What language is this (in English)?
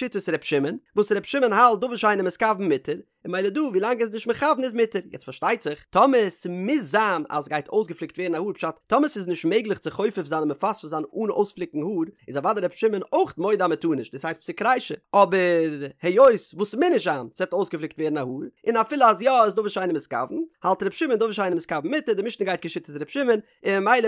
Yiddish